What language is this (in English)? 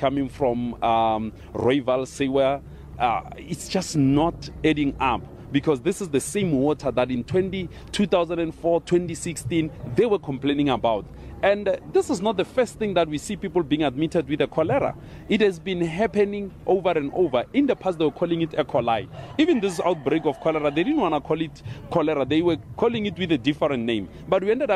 English